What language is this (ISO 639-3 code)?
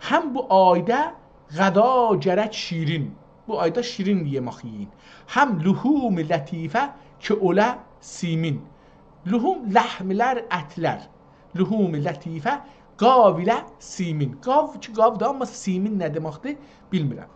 azb